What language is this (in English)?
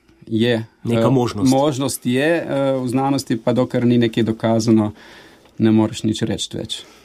Slovenian